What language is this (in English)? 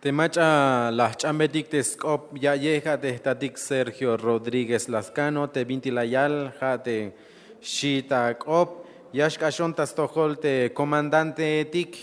Tzeltal